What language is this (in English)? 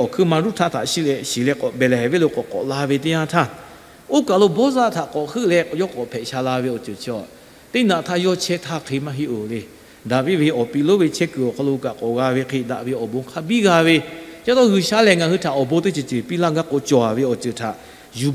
Lahu